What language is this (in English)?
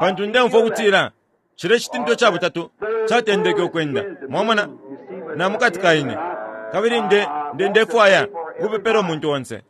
Bemba